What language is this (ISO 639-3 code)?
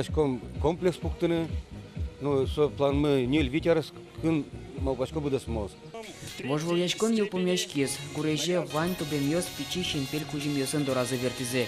udm